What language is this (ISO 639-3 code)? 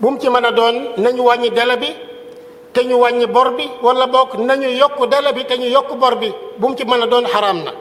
wol